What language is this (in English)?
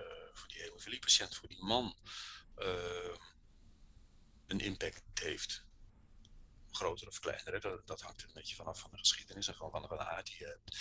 Dutch